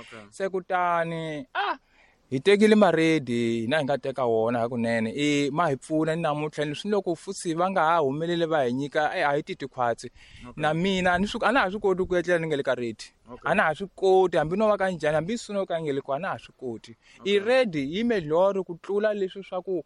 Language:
Tsonga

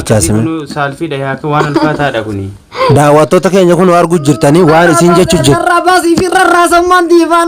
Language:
Oromo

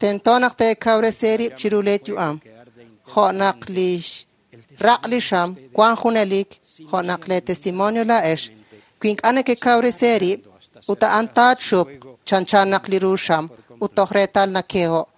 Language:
Kekchí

